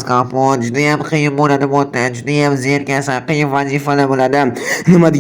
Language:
Uzbek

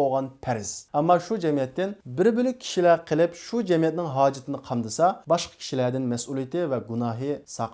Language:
Uyghur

